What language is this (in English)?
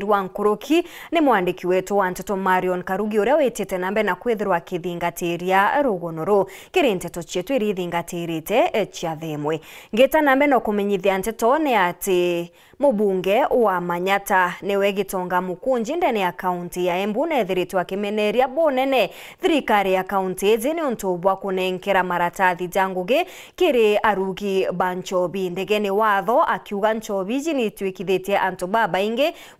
Meru